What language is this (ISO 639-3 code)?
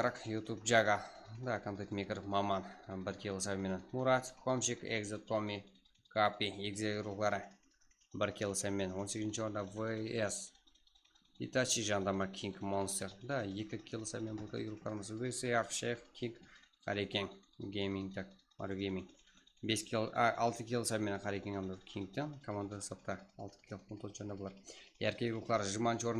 kaa